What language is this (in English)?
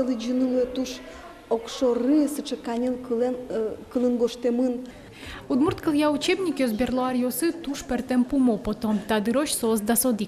Udmurt